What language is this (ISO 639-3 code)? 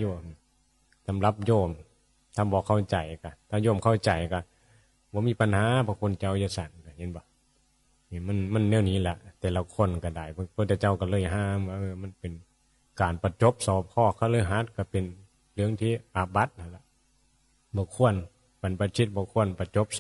tts